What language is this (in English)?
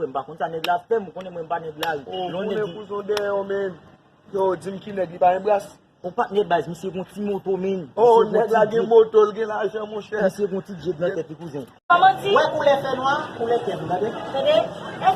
Haitian Creole